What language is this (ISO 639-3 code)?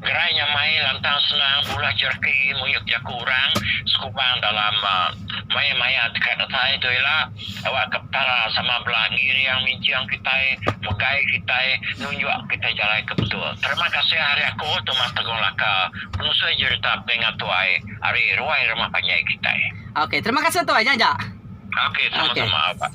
iba